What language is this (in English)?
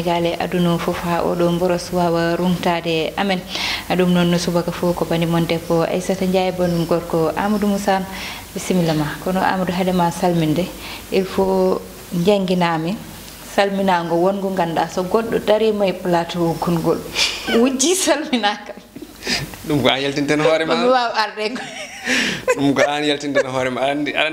Fula